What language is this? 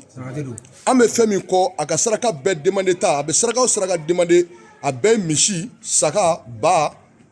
Bambara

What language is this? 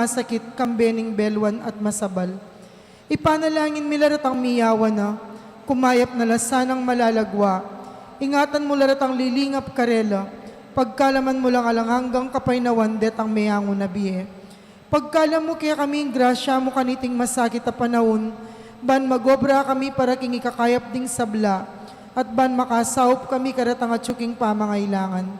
Pampanga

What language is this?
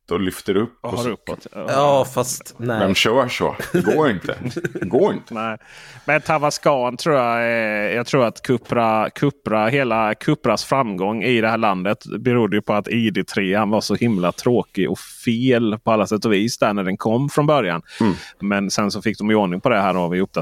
Swedish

